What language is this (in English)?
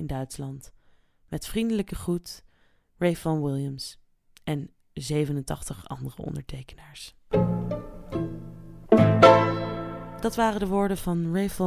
Dutch